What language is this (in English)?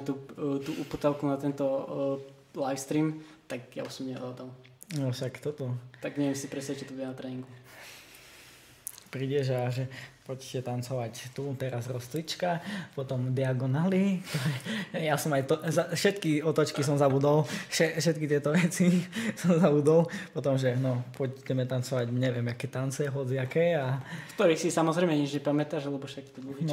Slovak